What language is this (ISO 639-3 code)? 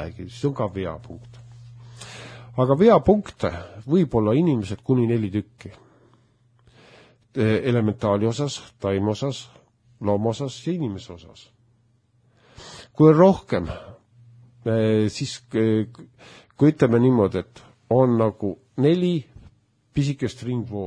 est